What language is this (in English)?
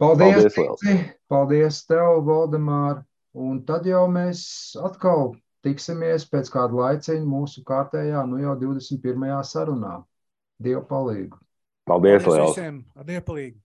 Latvian